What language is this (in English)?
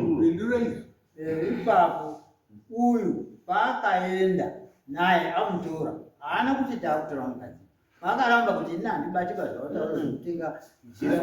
Shona